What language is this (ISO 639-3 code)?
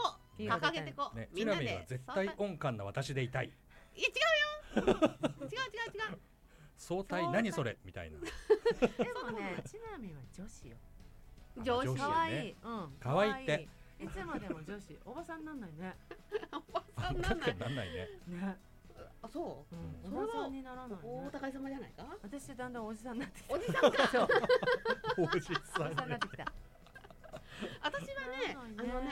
jpn